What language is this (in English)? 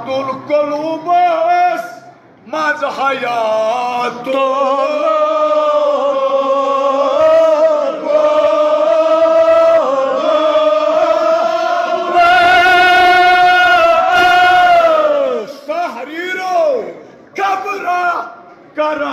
Kashmiri